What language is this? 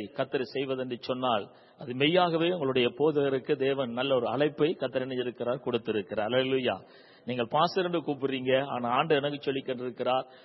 Tamil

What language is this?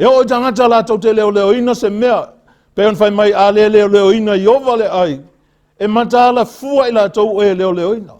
Samoan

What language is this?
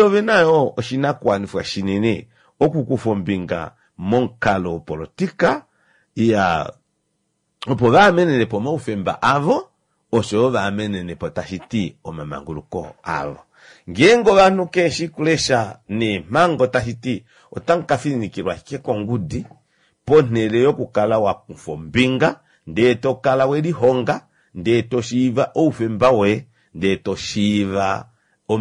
Kuanyama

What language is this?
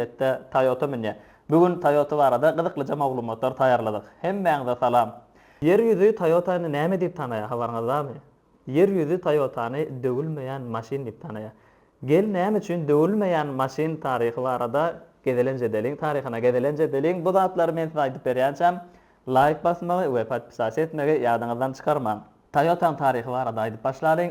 Turkmen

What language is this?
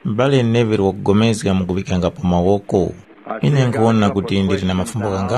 Tumbuka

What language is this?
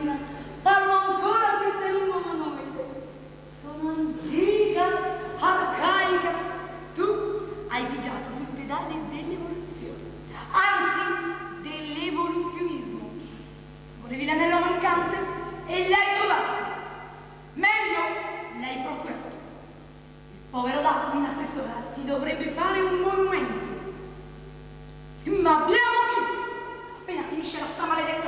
Italian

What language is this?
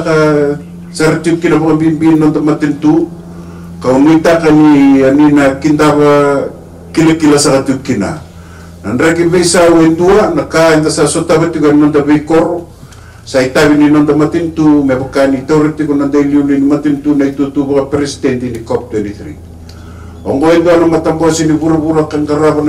Fijian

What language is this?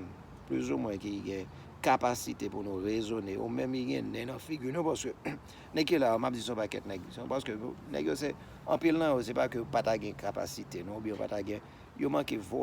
Haitian Creole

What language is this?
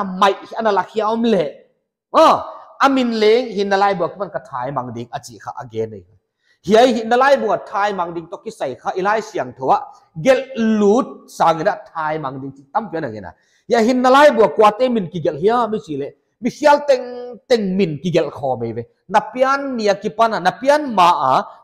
Paite Chin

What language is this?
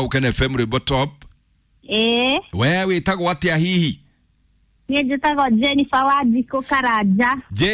Kikuyu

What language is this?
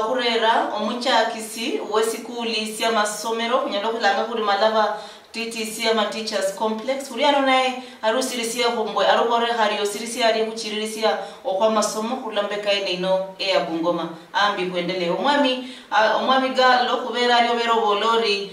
Luyia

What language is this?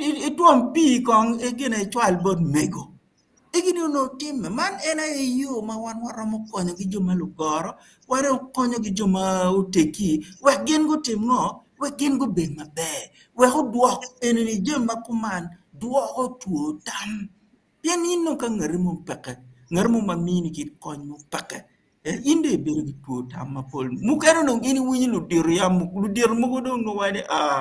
Acoli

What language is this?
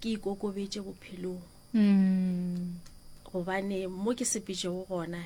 Northern Sotho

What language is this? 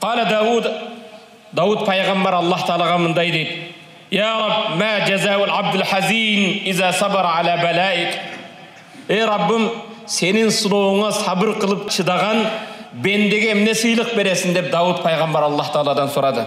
Kyrgyz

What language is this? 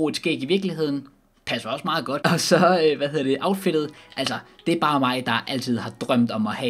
Danish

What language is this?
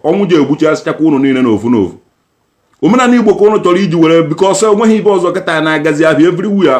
Igbo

